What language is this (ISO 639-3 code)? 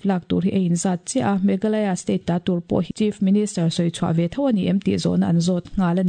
lus